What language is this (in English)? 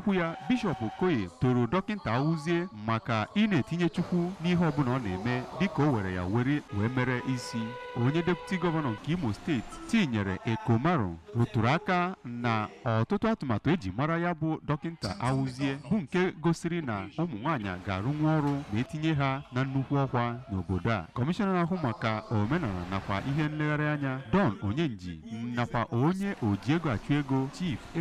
Igbo